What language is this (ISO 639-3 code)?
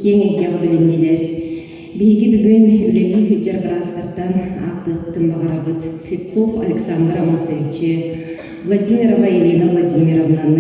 sah